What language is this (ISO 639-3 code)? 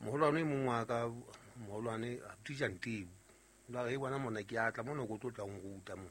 sot